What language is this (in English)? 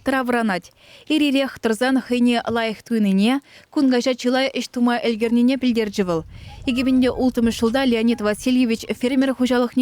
Chuvash